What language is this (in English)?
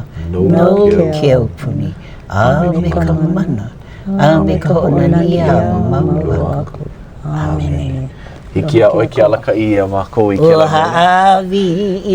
Hawaiian